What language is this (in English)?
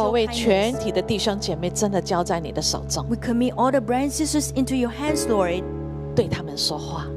Chinese